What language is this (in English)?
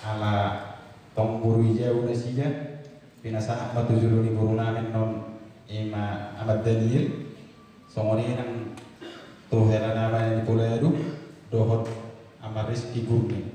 Batak Toba